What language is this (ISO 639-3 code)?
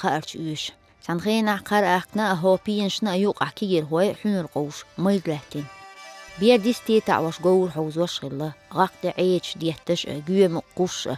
che